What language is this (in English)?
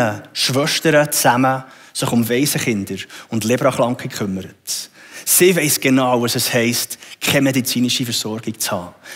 Swiss German